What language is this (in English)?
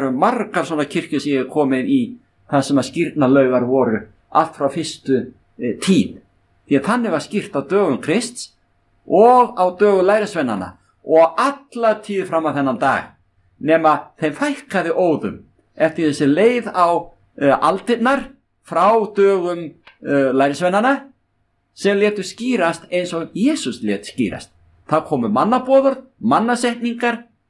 Icelandic